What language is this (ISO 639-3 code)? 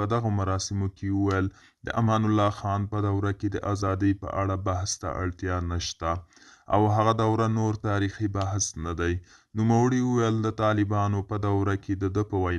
pus